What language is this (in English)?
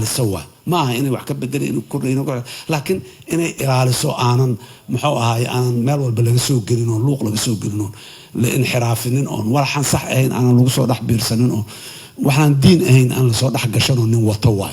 Somali